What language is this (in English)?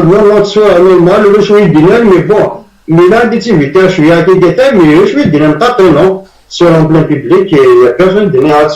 Kabyle